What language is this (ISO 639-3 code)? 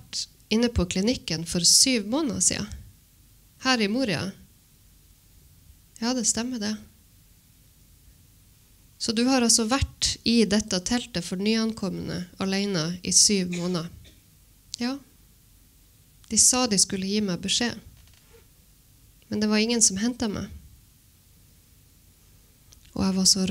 nor